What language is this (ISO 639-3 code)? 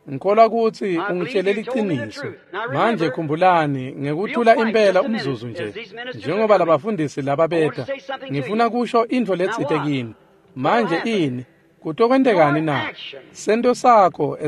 ssw